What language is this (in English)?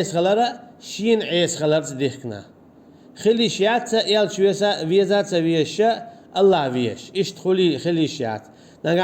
Chechen